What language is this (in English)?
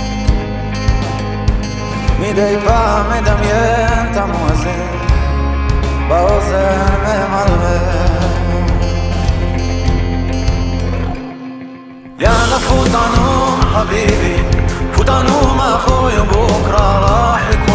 Hebrew